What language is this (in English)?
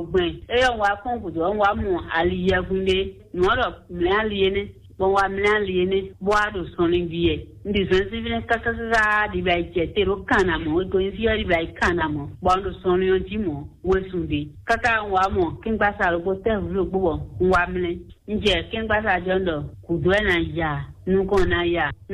Fon